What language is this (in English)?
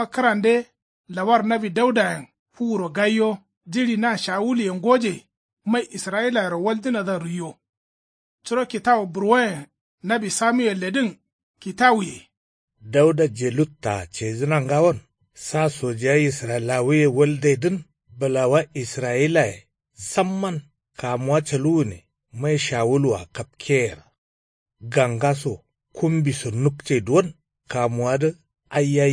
Kanuri